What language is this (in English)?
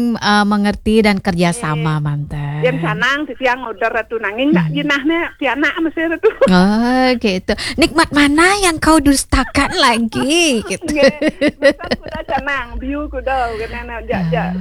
Balinese